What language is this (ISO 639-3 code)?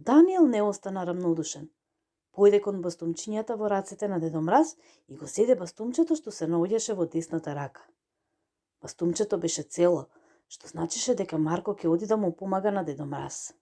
mkd